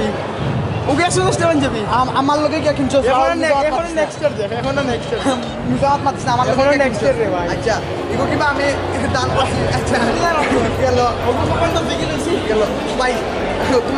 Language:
Sylheti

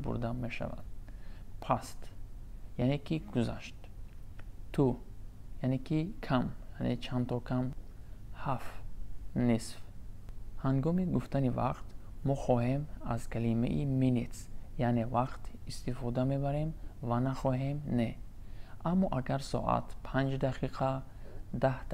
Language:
Tajik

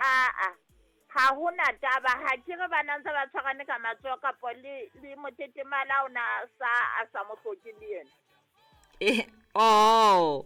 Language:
Southern Sotho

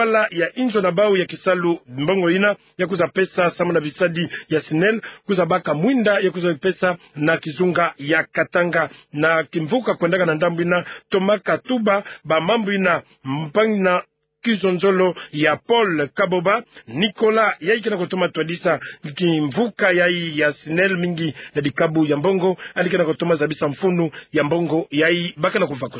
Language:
Kituba (Democratic Republic of Congo)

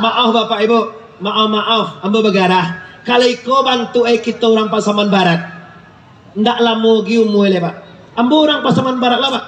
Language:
Minangkabau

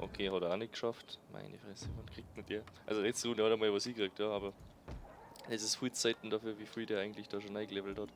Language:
Bavarian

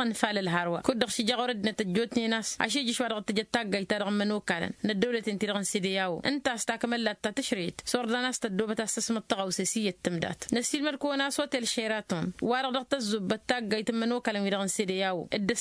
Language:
Tamasheq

